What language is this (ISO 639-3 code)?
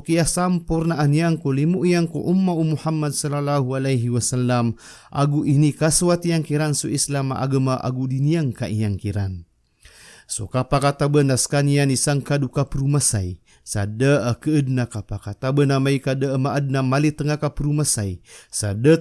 mrw